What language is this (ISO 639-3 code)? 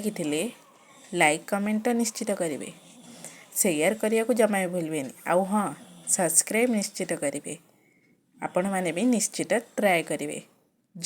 ori